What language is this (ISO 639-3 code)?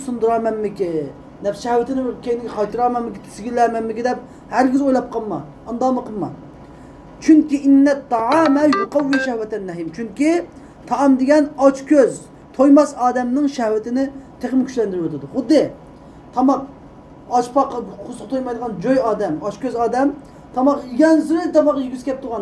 uig